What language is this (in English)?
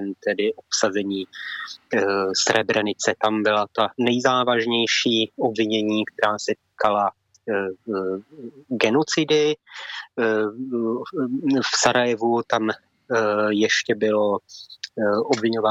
Czech